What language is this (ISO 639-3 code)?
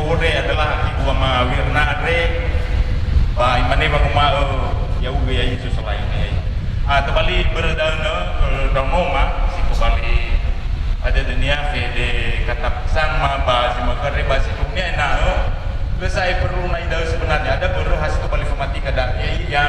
nia